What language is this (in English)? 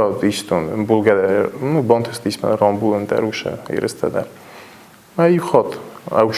Ossetic